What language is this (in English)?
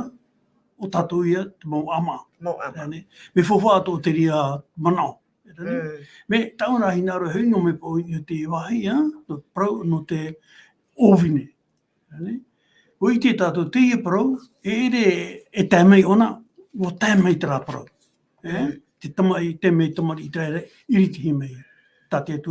Tahitian